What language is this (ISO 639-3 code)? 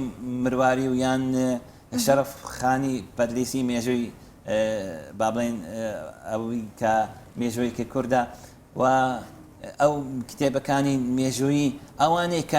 ckb